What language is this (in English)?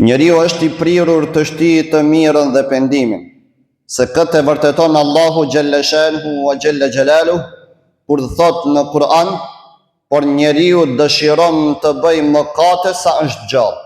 Albanian